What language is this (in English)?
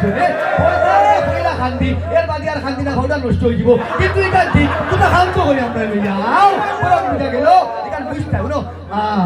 Sylheti